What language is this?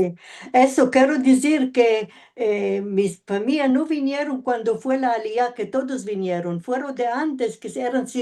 Ladino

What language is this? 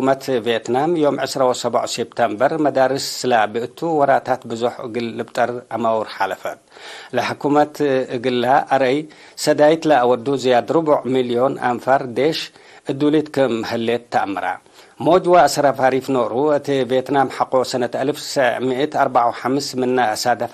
Tigre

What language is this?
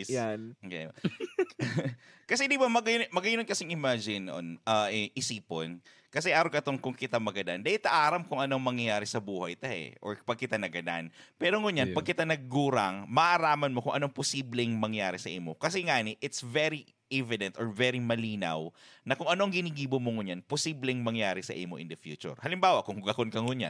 Bikol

